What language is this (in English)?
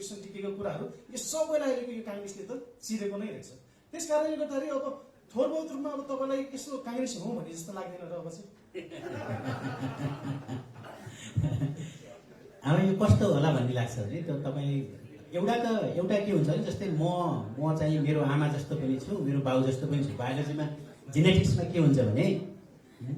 Nepali